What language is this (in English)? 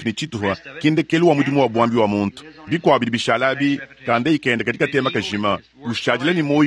Luba-Lulua